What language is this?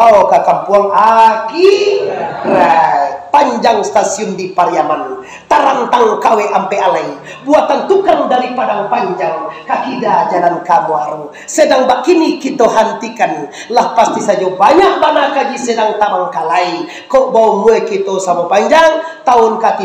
Minangkabau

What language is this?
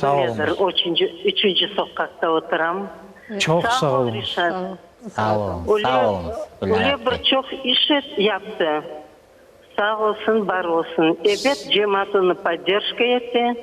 Crimean Tatar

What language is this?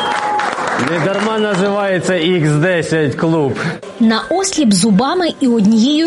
Ukrainian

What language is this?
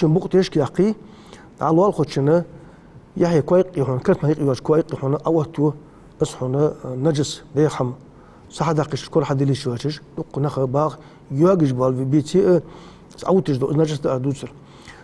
Ingush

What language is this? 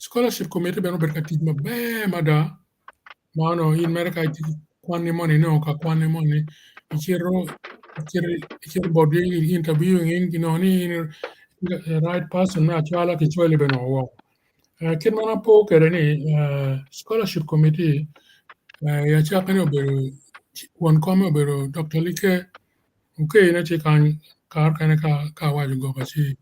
Acoli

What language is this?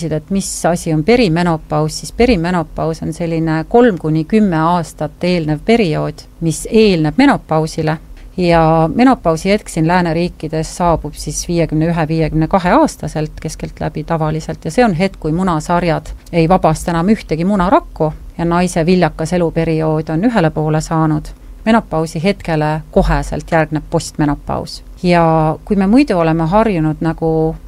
Estonian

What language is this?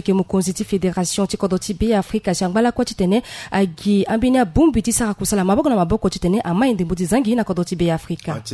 Sango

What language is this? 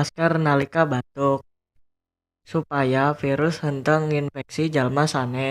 Sundanese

